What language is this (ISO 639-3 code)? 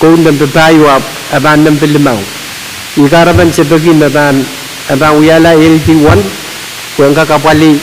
pon